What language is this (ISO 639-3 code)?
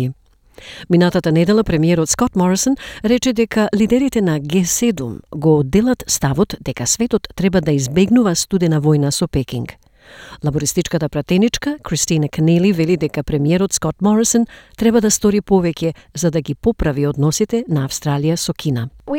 mkd